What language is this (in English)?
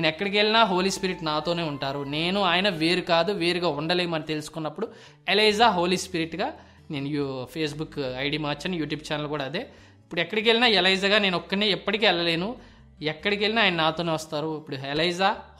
Telugu